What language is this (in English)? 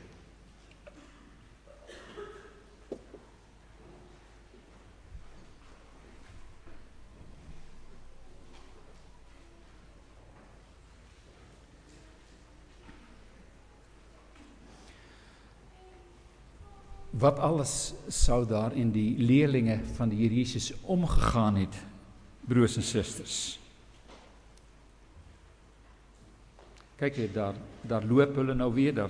Afrikaans